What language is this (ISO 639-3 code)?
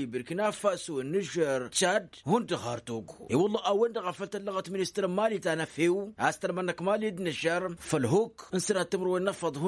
taq